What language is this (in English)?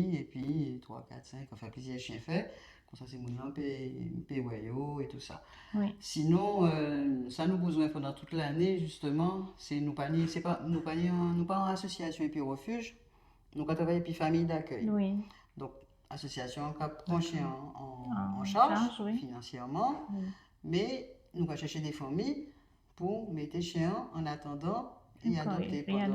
Guadeloupean Creole French